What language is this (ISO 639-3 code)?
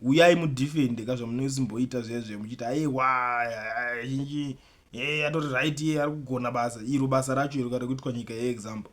sna